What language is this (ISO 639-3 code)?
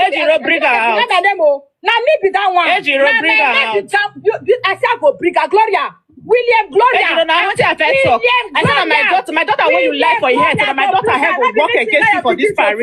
pcm